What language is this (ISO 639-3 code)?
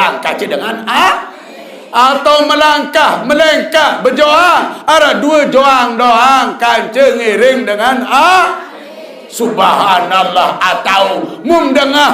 sas